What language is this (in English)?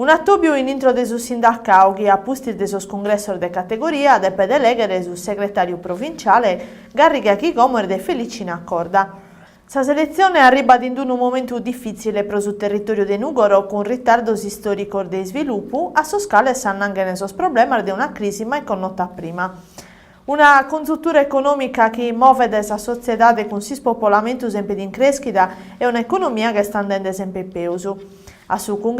Sardinian